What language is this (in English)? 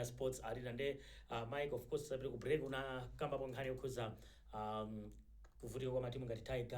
Nyanja